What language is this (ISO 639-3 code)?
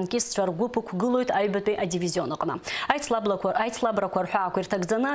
abk